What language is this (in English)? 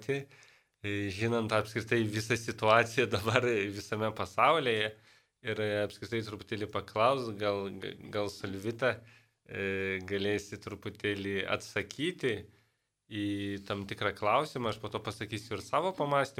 Lithuanian